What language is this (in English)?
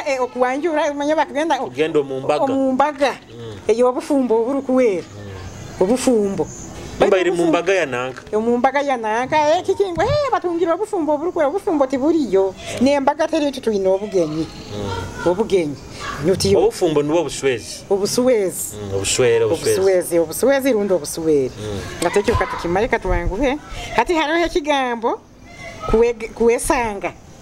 Nyoro